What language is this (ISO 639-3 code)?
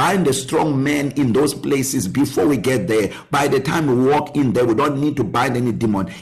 eng